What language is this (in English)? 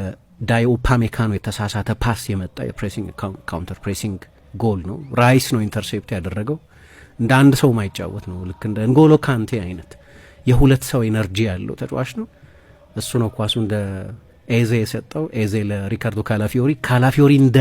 Amharic